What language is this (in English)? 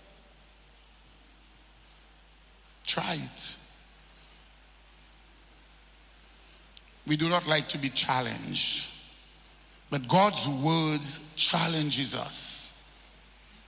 English